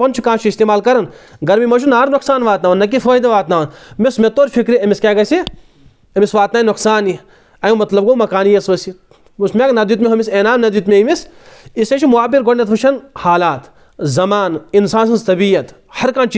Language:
Kashmiri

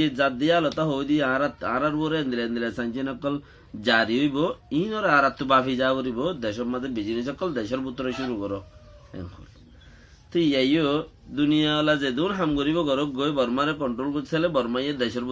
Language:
Rohingya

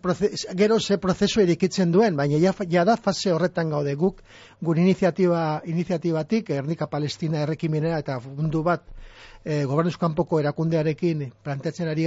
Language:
Basque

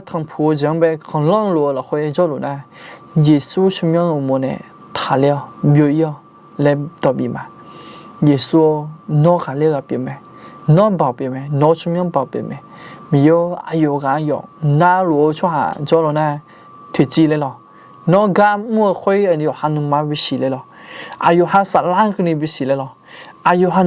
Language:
Akha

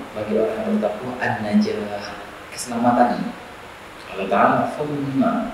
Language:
Indonesian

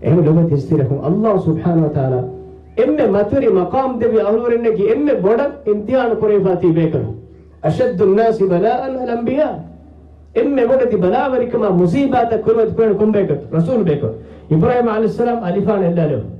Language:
Divehi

